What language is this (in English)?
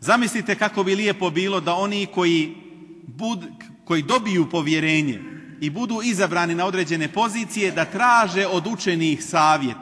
Bosnian